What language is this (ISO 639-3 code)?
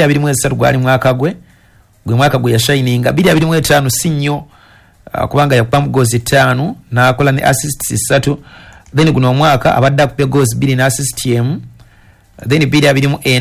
lug